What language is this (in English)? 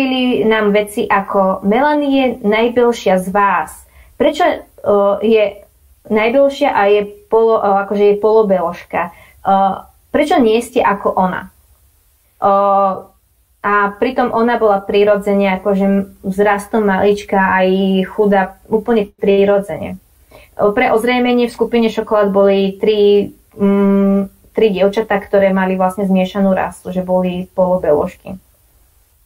Slovak